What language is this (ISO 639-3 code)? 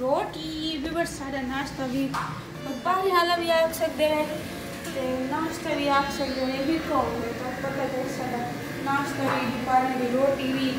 skr